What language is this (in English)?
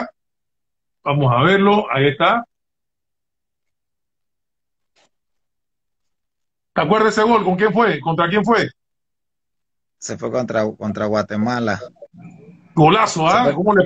Spanish